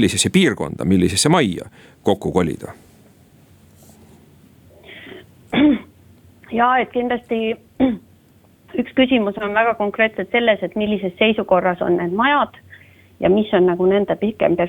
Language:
Estonian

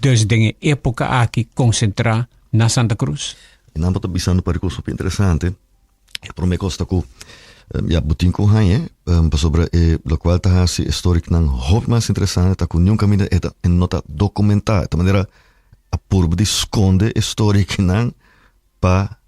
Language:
Papiamento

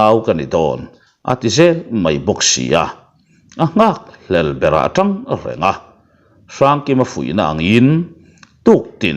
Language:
Mizo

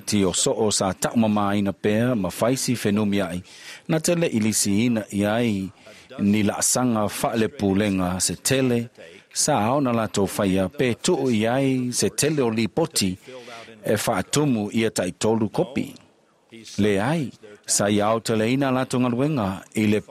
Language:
Samoan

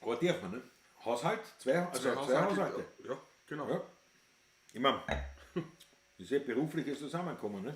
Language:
Bavarian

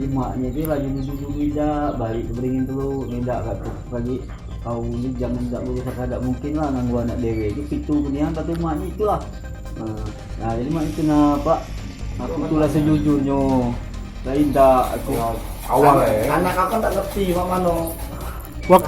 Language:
Musi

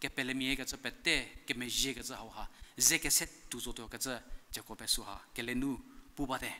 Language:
Angami Naga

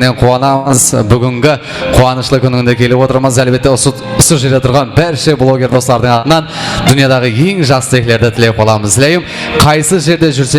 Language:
Kara-Kalpak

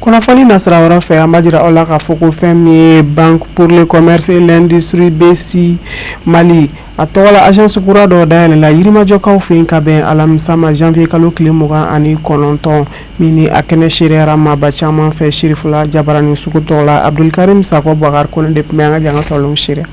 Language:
Bambara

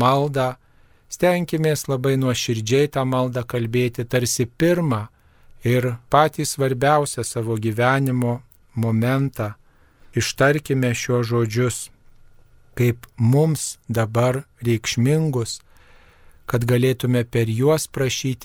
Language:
Lithuanian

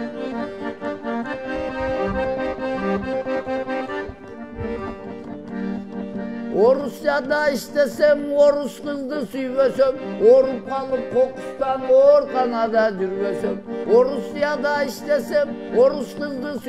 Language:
Kyrgyz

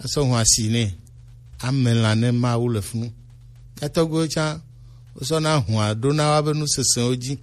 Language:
Gen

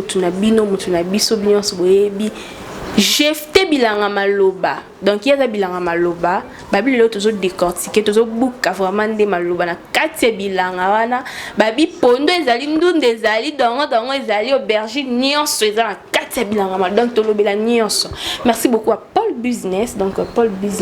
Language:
Lingala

